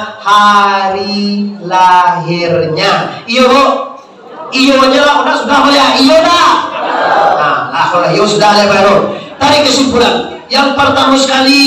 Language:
Minangkabau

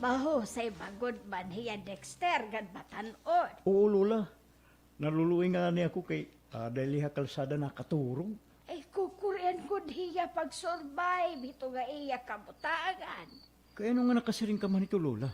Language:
Waray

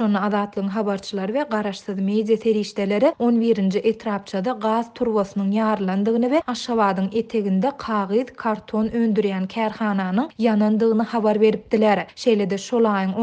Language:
Turkmen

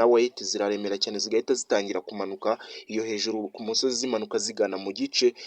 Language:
Kinyarwanda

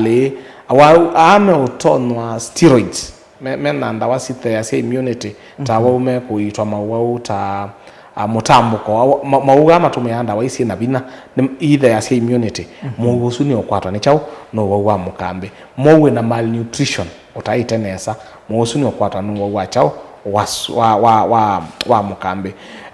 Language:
Kamba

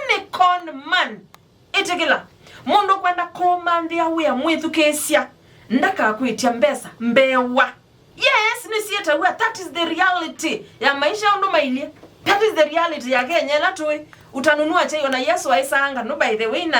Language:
Kamba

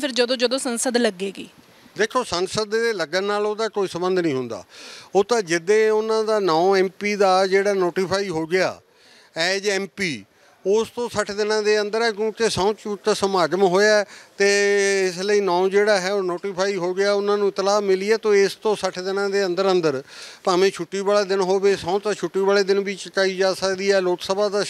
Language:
Punjabi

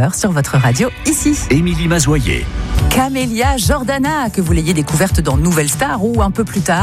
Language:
French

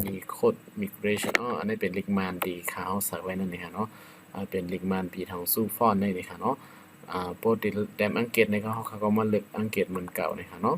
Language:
Shan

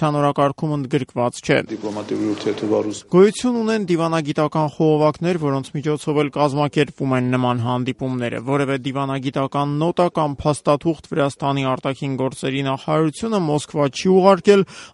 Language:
Armenian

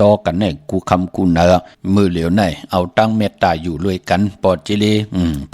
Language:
Shan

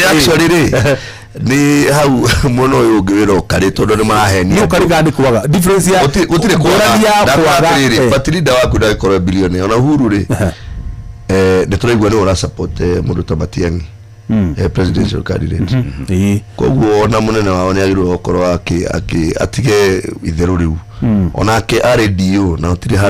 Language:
Kikuyu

